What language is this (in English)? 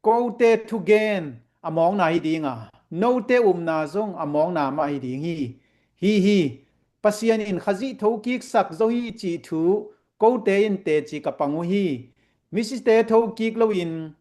Tedim Chin